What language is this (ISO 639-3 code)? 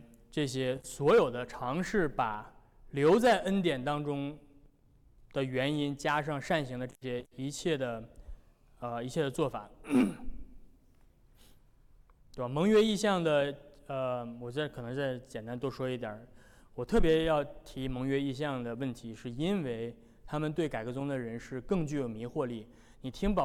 zho